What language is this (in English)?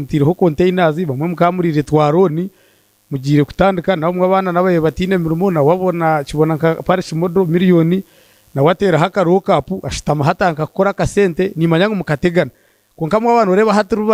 Nyankole